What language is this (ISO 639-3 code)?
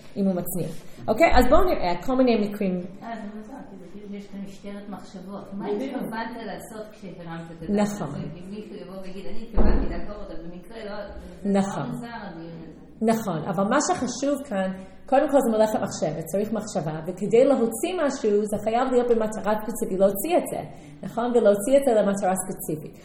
heb